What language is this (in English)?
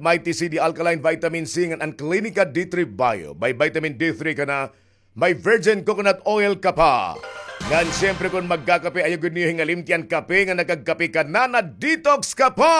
Waray